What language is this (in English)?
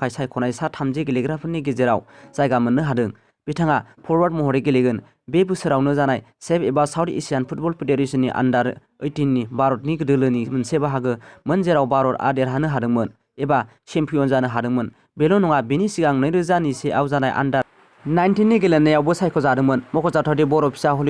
Bodo